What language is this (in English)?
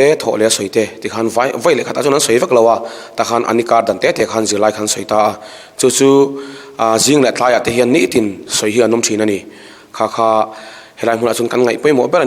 Mizo